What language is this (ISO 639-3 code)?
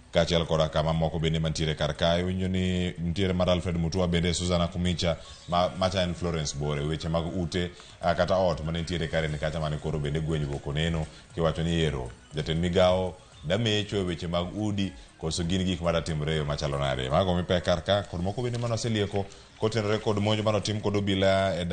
luo